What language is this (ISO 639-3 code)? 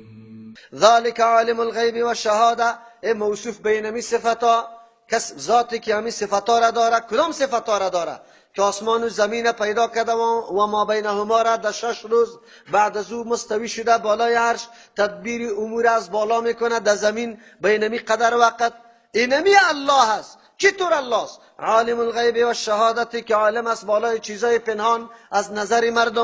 fas